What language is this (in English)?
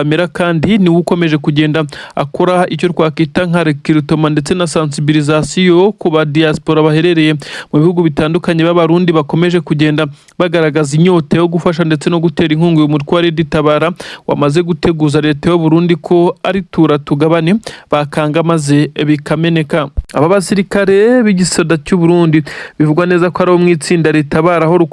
Kinyarwanda